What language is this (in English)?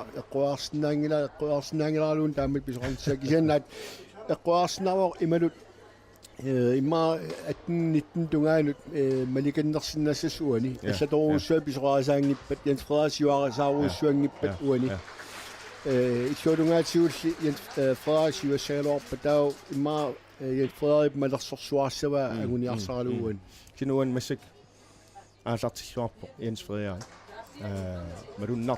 Kalaallisut